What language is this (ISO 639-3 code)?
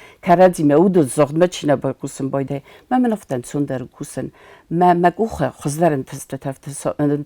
oss